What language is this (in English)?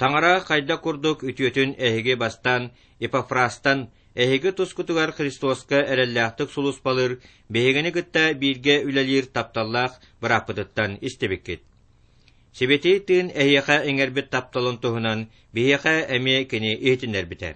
Yakut